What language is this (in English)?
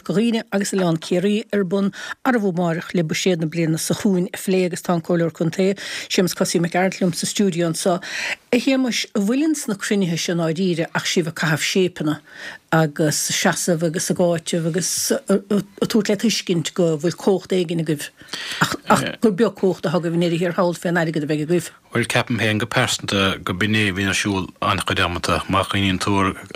Irish